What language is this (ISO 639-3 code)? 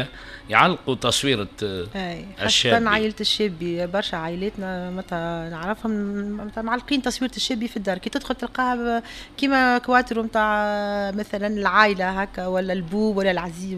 aeb